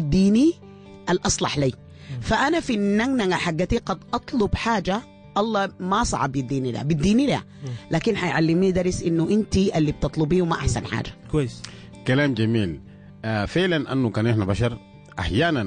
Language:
Sudanese Arabic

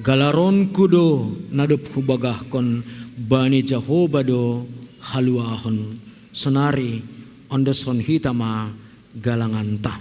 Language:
Batak Simalungun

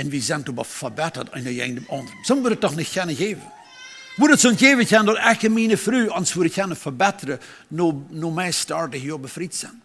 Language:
Plautdietsch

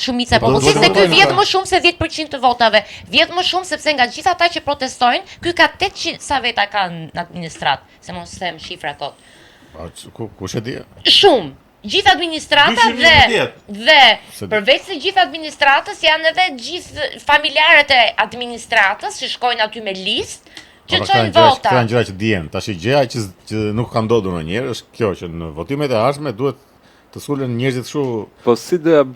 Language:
Albanian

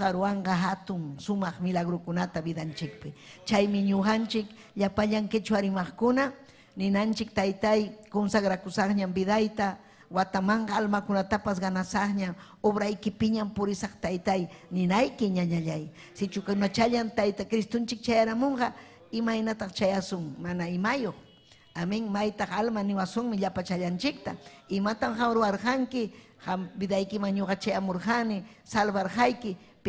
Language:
Ayacucho Quechua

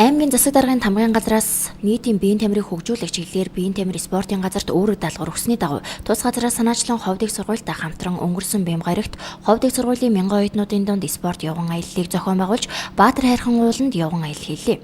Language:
Mongolian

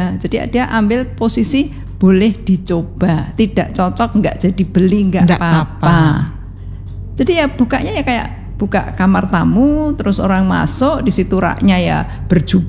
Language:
Indonesian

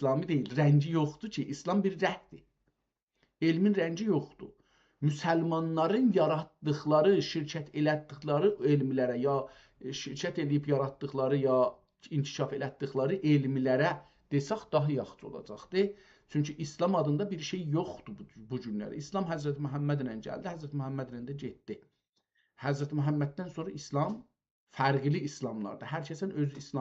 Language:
South Azerbaijani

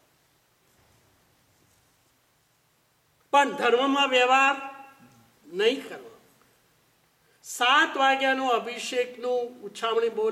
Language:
Gujarati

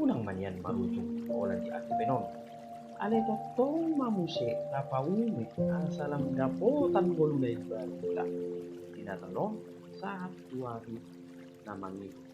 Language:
Batak Toba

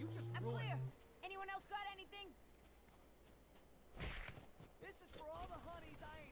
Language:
English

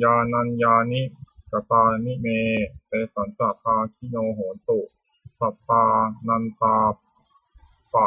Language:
Pali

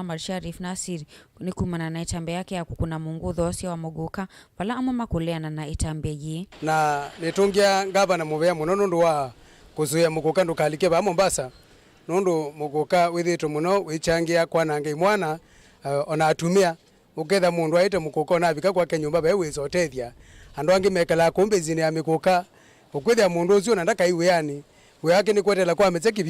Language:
Kamba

